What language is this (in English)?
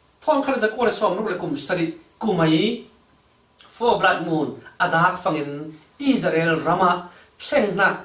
Falam Chin